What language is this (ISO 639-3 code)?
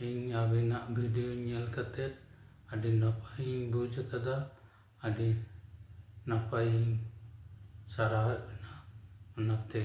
sat